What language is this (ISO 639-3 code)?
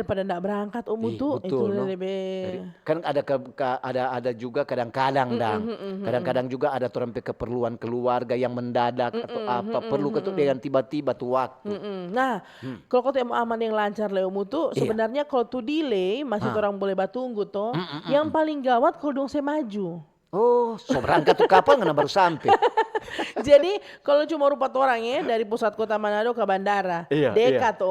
xmm